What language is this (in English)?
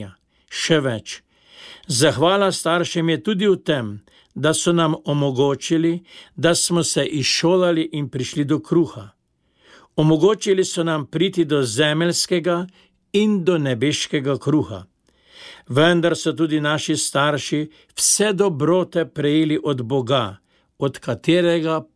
Slovenian